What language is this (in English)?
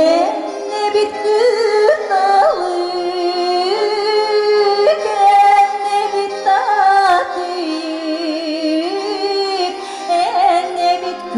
Yakut